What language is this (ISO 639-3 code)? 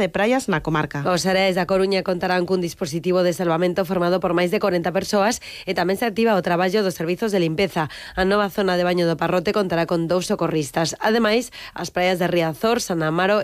glg